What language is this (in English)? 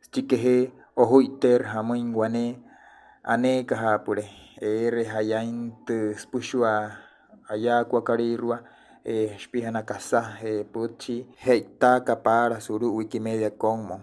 Wayuu